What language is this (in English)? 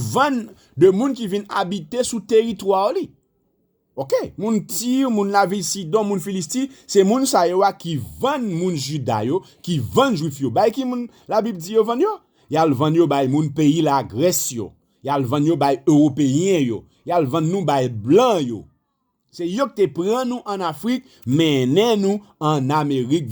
Haitian Creole